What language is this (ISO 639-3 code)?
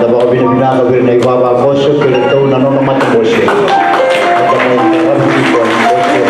fij